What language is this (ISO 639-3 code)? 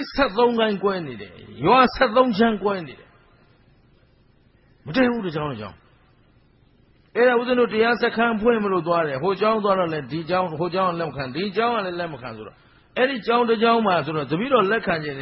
mya